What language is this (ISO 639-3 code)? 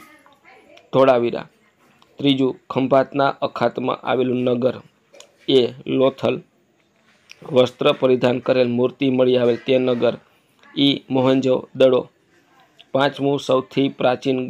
guj